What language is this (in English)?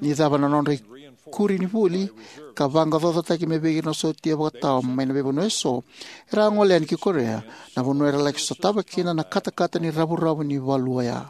Fijian